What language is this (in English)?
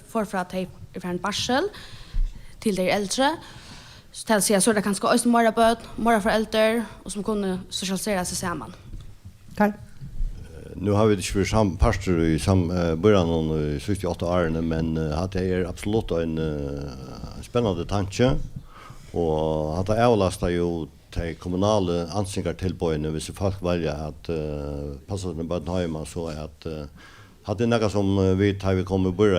Faroese